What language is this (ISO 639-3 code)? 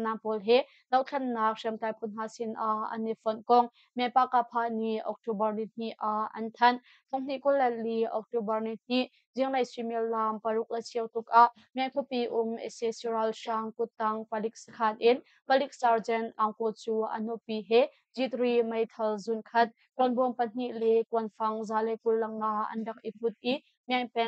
cnh